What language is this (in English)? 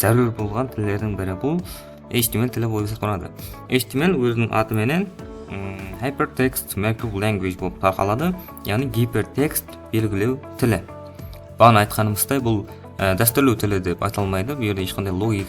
Kara-Kalpak